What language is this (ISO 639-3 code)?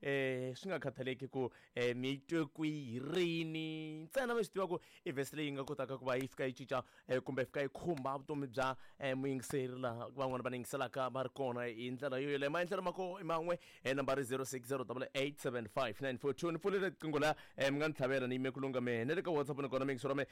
tso